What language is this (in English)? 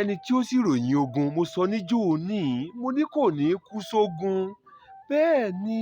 Yoruba